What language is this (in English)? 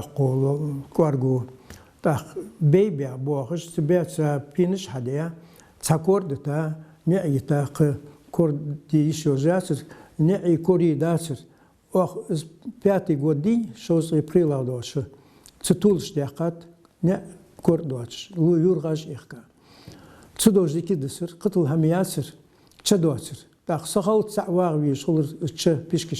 Ingush